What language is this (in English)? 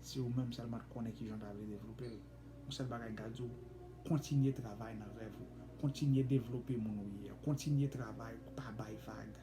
Haitian Creole